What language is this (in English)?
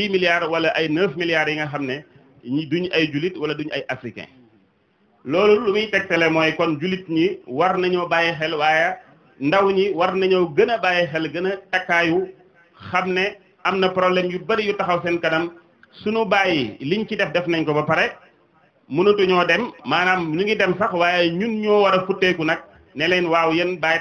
Wolof